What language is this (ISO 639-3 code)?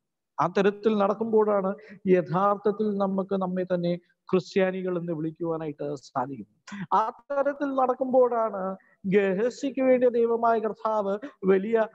mal